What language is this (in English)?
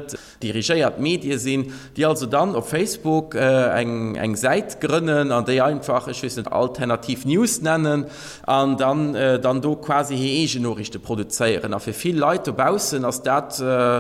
Luxembourgish